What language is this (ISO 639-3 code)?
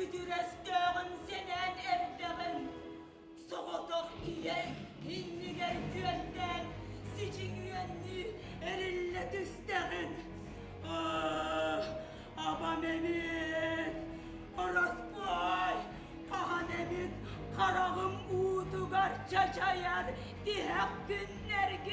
sah